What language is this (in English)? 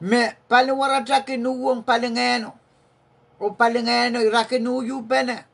Pohnpeian